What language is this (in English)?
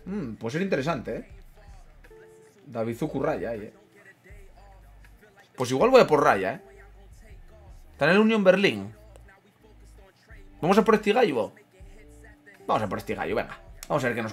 Spanish